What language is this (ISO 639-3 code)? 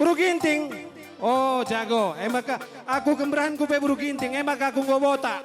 btx